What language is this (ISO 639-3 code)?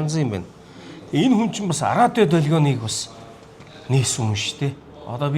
mon